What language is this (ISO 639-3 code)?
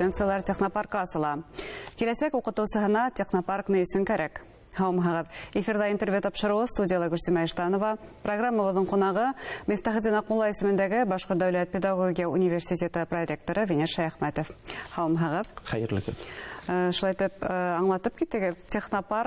bak